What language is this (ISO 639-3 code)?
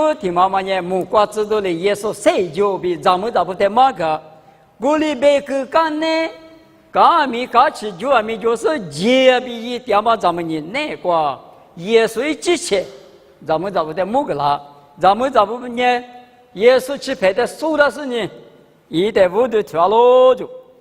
lis